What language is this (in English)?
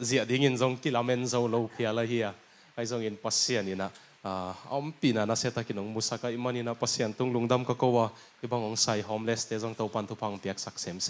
Tedim Chin